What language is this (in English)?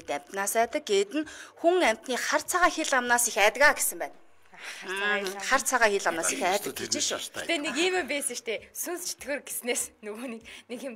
Mongolian